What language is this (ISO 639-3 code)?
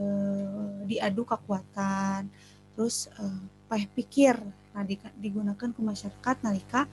sun